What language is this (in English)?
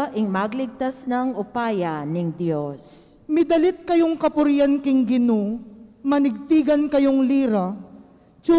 Pampanga